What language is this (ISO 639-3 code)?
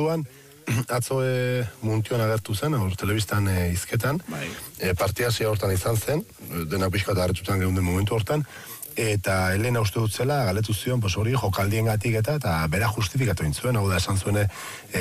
eus